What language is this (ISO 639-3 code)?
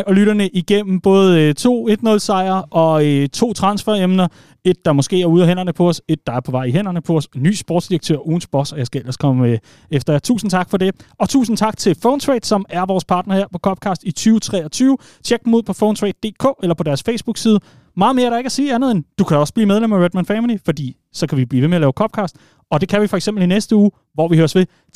dan